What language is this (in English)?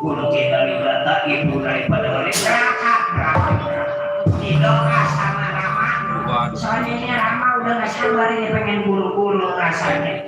Betawi